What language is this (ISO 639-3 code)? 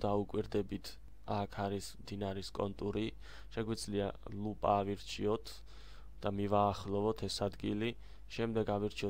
kat